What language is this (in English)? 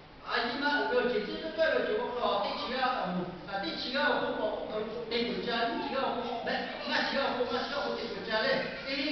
Lahu